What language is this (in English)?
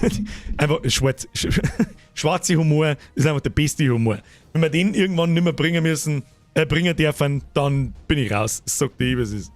Bavarian